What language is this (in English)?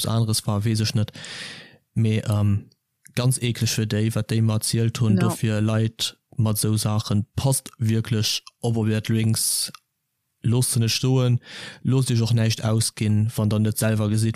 Luxembourgish